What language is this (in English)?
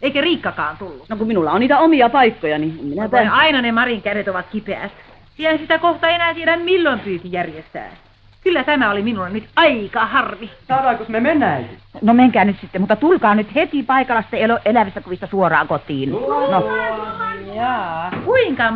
Finnish